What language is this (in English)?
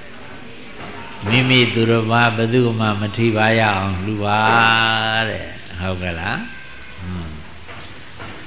Burmese